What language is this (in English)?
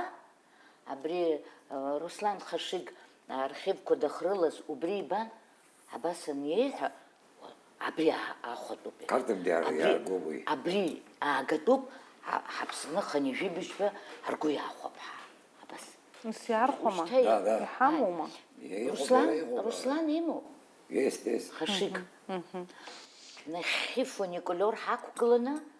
Abkhazian